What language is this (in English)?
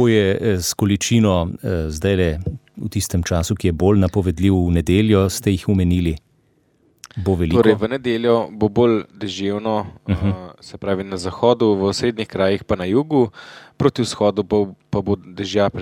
Slovenian